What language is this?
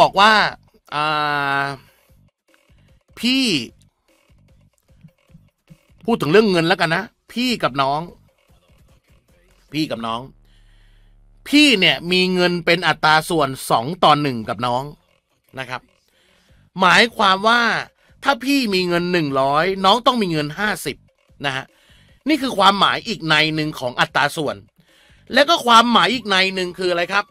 Thai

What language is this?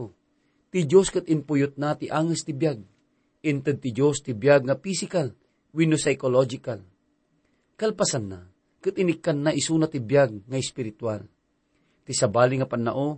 Iloko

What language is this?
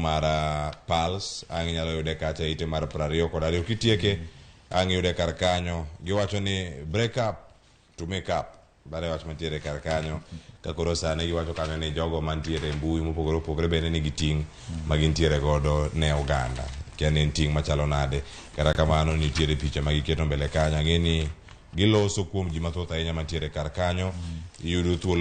Luo (Kenya and Tanzania)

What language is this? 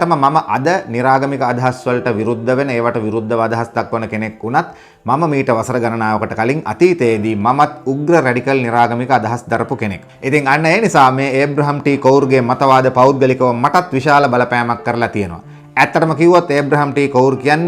Sinhala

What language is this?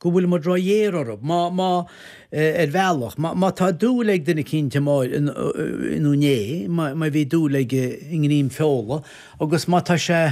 Irish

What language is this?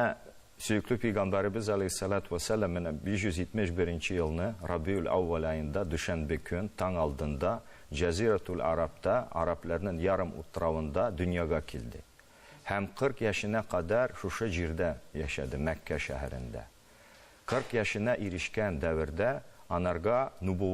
Tatar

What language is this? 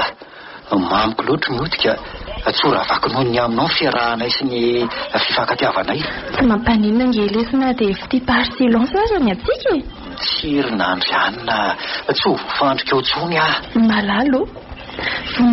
Malagasy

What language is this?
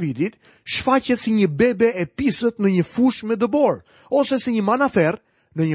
Albanian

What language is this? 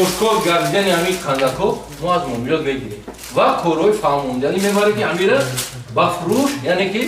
Tajik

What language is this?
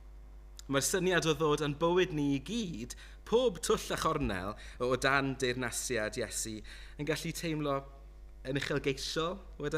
Welsh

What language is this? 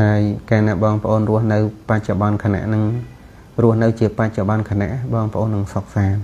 Khmer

